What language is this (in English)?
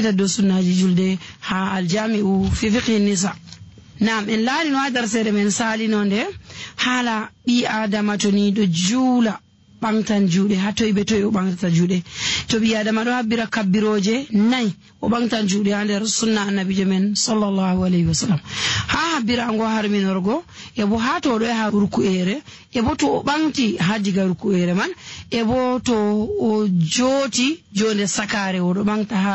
Nigerian Fulfulde